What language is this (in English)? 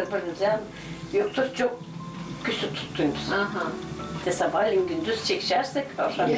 Gagauz